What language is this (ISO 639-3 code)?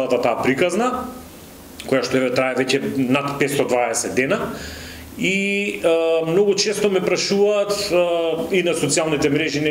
mkd